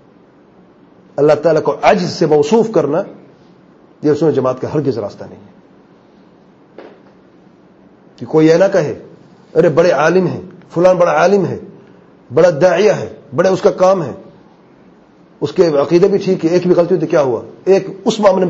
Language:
Urdu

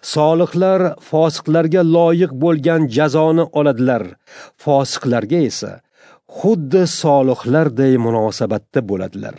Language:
Uzbek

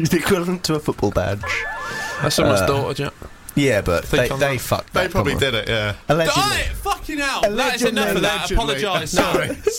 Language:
English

